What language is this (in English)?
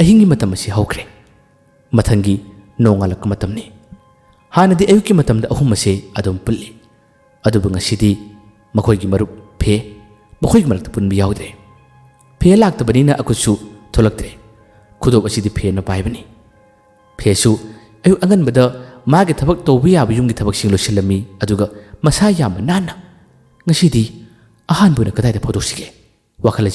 Manipuri